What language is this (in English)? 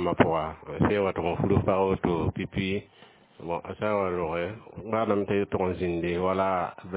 Mossi